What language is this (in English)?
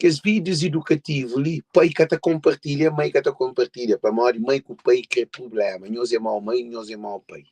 Kabuverdianu